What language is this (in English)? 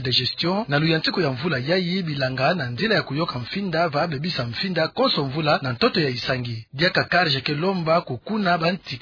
Kituba (Democratic Republic of Congo)